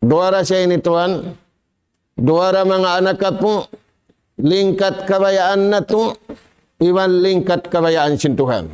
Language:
Tausug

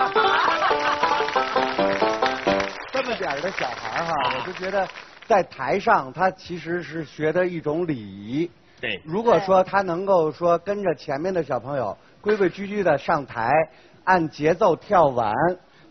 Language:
Chinese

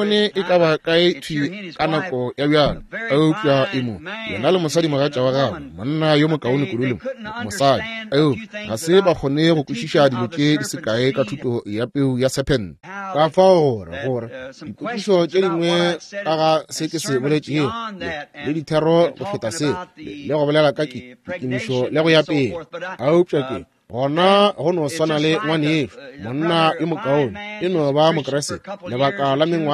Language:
Northern Sotho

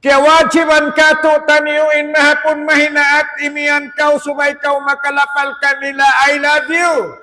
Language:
Tausug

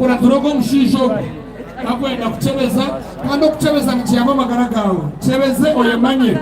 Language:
Nyankole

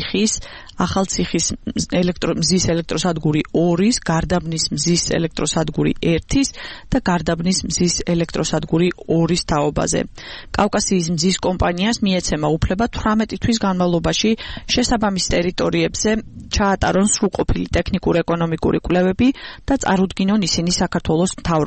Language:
Georgian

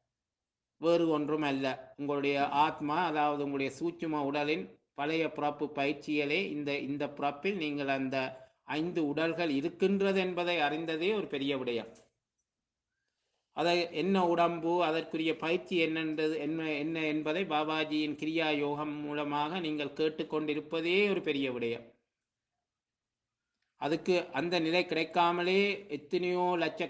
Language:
Tamil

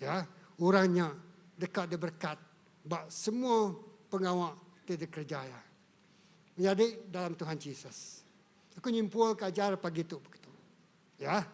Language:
Iban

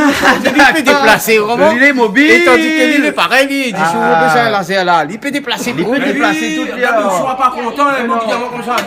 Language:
Réunion Creole French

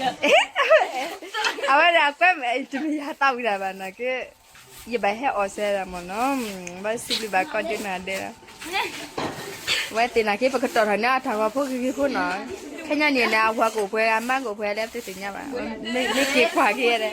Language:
S'gaw Karen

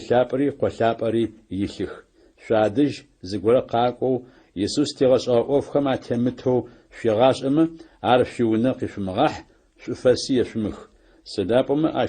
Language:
Adyghe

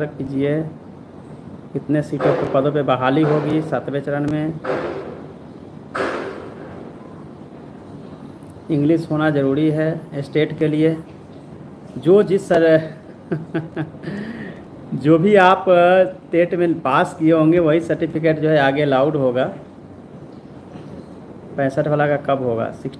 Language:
Hindi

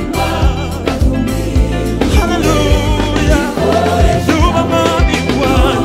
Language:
Kinyarwanda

